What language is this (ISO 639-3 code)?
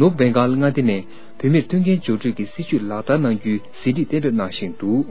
bod